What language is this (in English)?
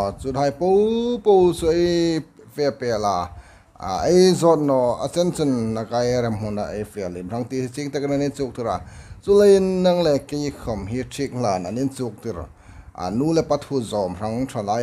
Hmar